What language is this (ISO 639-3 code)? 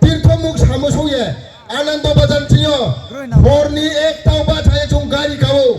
ria